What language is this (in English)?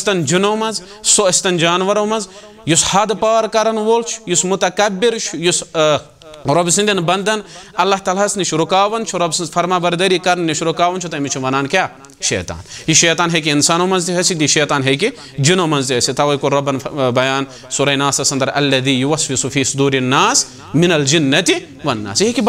Kashmiri